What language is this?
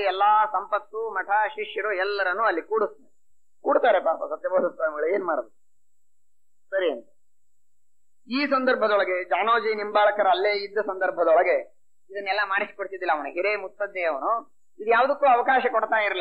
Kannada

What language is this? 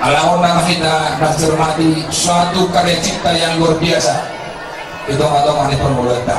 Batak Toba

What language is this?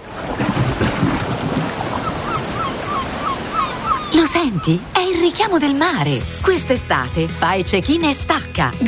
Italian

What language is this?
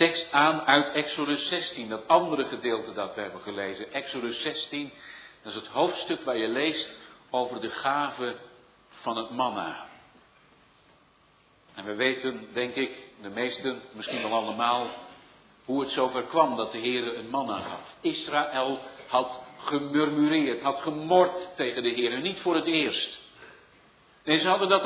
Dutch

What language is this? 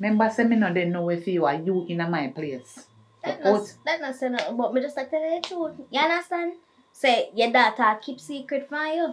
Jamaican Creole English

